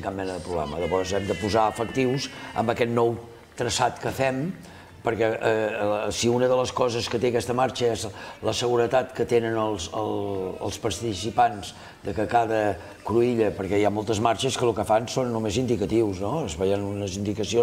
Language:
Catalan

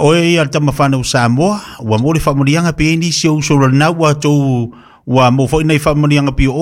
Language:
Samoan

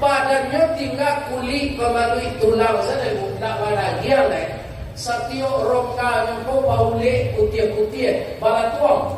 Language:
Minangkabau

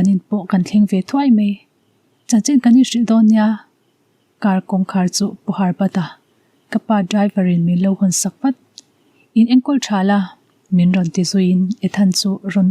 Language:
Mizo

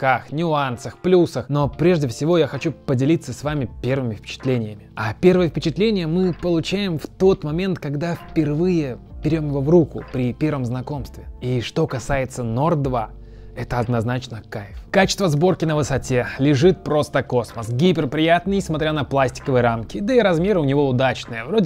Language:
Russian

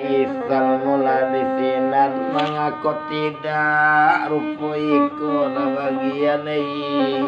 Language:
Minangkabau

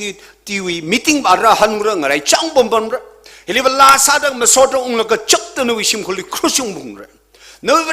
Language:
Tangkhul Naga (India)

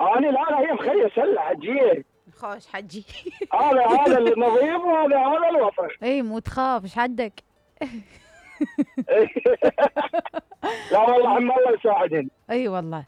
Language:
Mesopotamian Arabic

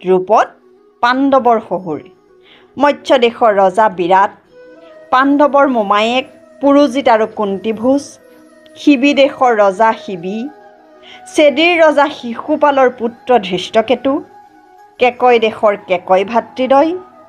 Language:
Assamese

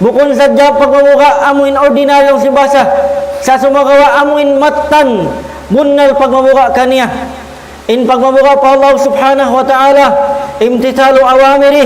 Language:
Tausug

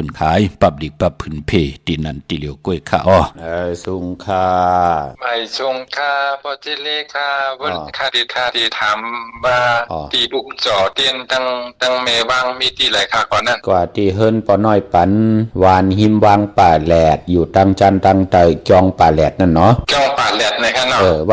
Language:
Shan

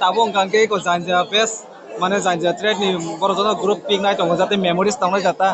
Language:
Kok Borok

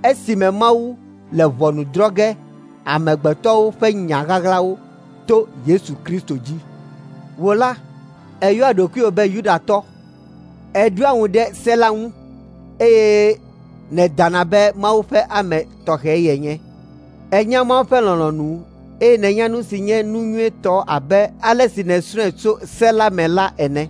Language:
Ewe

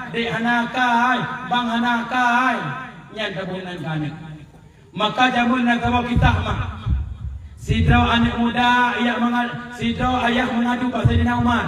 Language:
Achinese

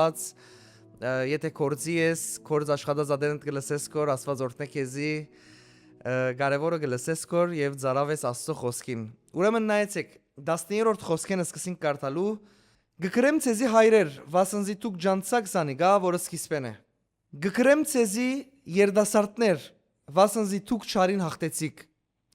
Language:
Western Armenian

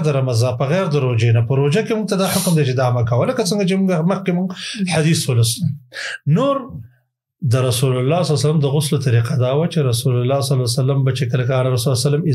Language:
Pashto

